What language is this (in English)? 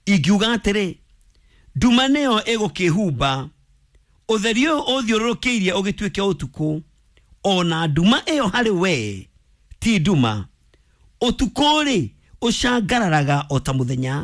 Kikuyu